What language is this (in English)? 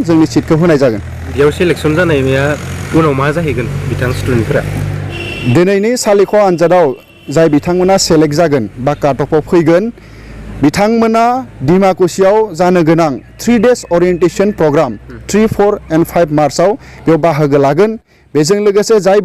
Bodo